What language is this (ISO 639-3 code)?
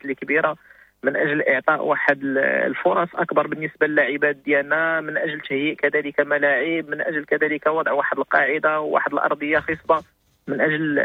ary